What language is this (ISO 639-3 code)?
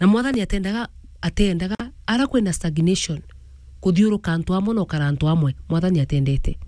mer